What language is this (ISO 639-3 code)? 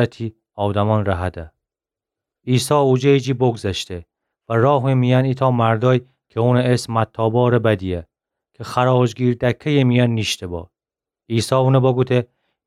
glk